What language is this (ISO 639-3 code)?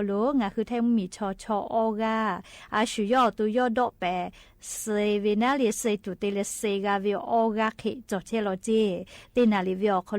lhu